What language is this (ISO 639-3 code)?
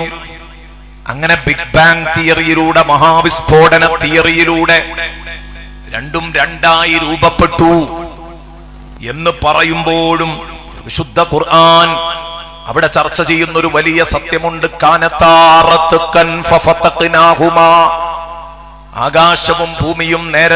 mal